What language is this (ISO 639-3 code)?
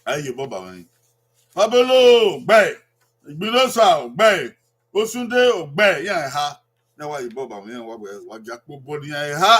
bin